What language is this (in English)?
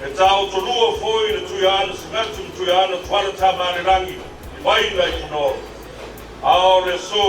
Samoan